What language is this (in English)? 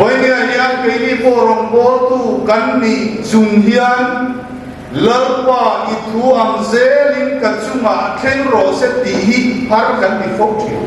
Mizo